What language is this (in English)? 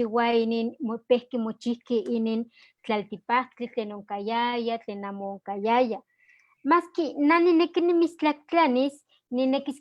Eastern Huasteca Nahuatl